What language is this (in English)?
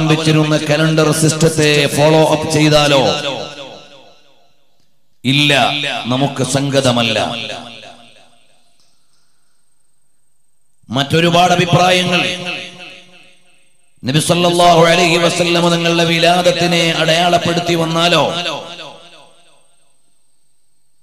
Malayalam